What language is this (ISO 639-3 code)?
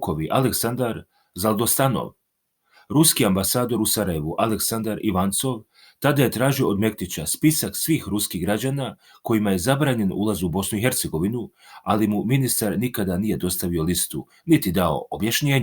srp